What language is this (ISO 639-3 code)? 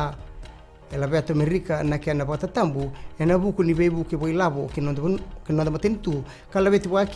fij